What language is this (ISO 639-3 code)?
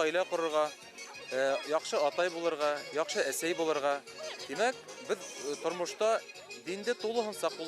bak